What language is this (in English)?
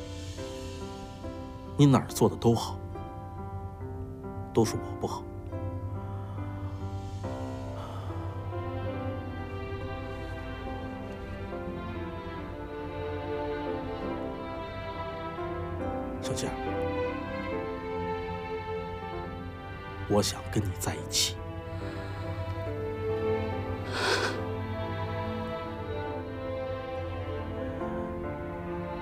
Chinese